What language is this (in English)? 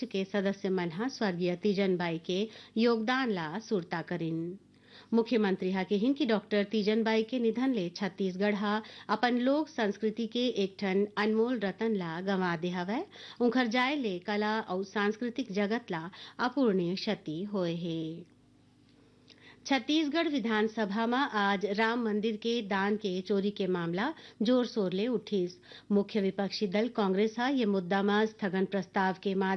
Chhattisgarhi